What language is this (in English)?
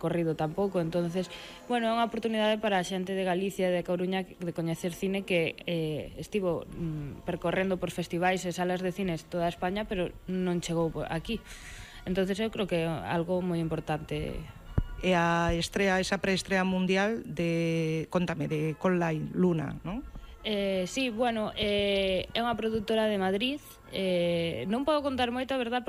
Galician